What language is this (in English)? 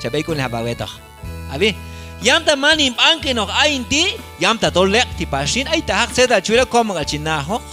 Q'anjob'al